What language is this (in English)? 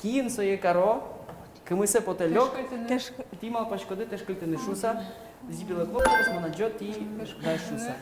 Udmurt